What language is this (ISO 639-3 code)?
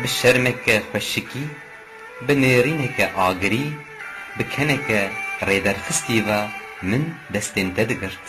kur